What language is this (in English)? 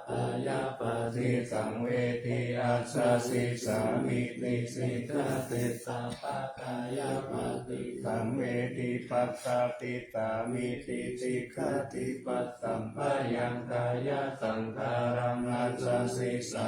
Pali